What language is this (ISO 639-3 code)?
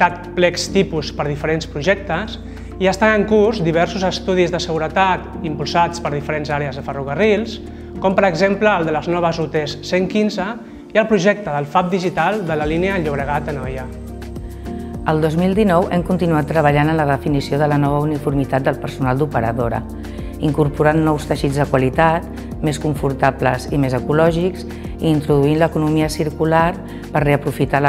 cat